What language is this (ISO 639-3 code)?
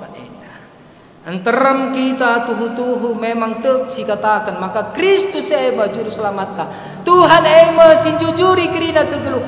btx